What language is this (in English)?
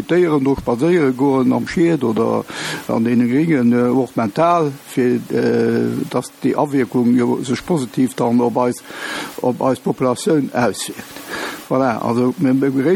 Luxembourgish